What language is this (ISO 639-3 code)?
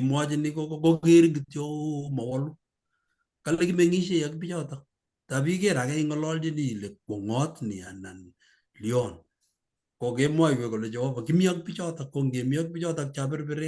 kln